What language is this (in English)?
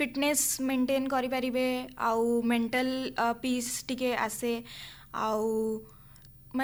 Odia